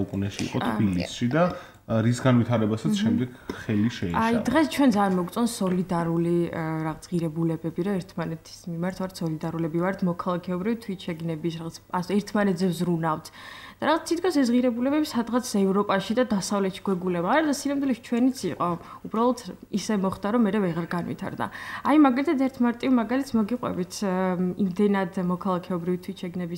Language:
Georgian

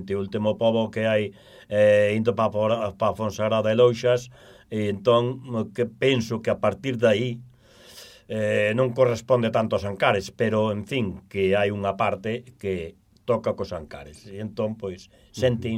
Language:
Galician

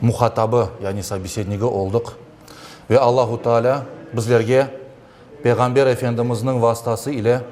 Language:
Crimean Tatar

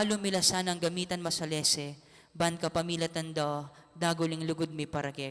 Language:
Pampanga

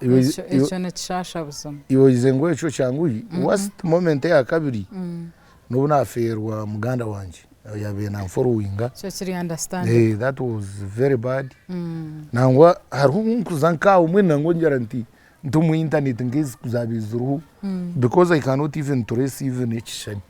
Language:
Nyankole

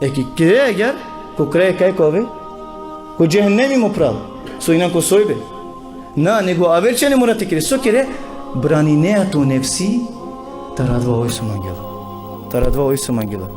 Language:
Balkan Romani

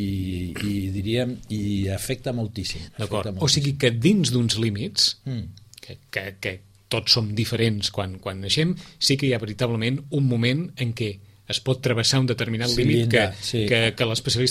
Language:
Catalan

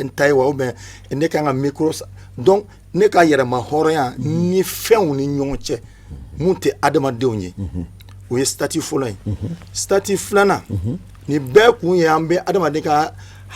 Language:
Bambara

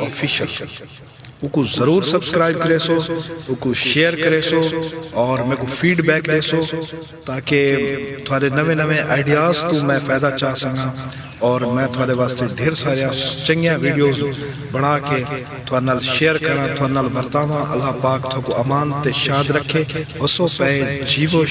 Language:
Saraiki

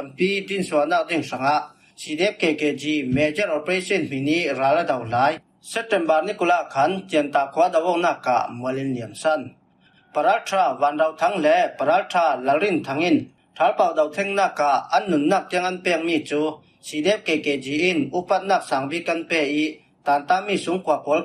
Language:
Falam Chin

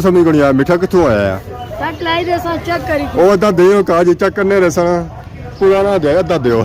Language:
Pahari-Potwari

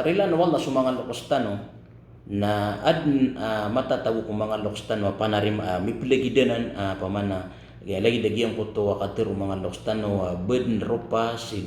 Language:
Maranao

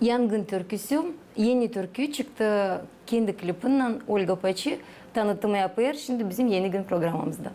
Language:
Gagauz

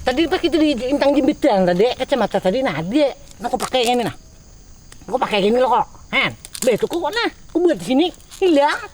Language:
Banjar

